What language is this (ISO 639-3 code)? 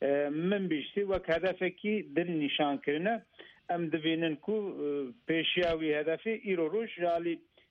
kur